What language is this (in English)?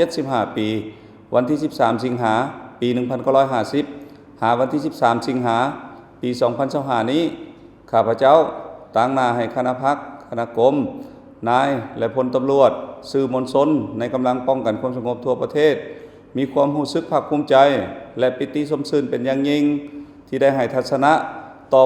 Lao